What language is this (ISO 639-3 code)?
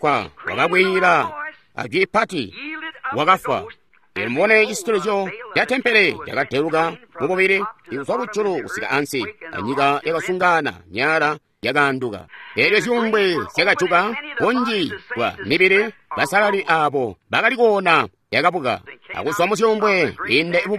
toi